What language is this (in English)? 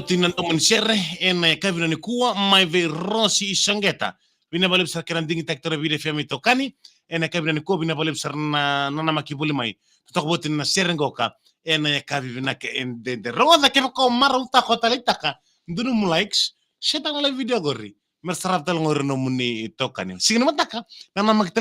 Fijian